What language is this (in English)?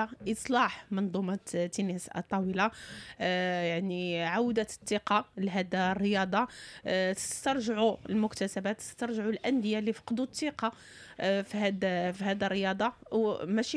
Moroccan Arabic